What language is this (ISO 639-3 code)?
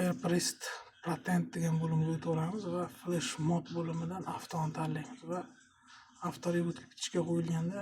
uzb